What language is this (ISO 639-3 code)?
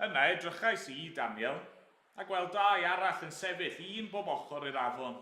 cym